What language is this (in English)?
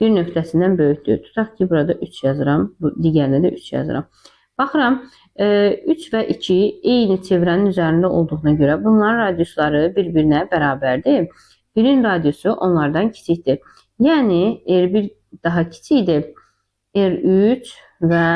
Azerbaijani